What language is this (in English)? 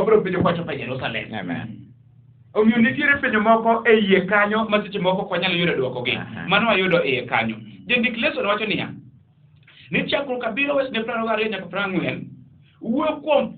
Luo (Kenya and Tanzania)